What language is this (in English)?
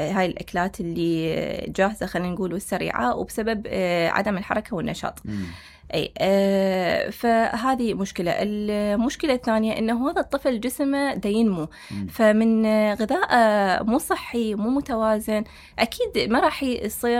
Mesopotamian Arabic